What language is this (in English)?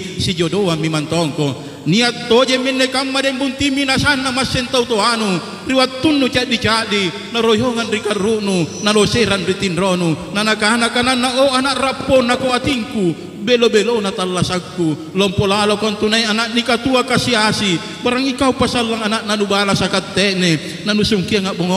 Makasar